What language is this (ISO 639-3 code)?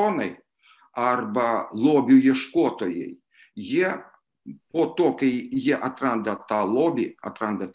lit